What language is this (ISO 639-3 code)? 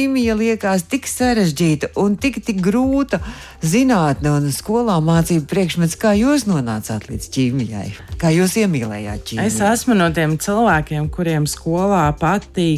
lav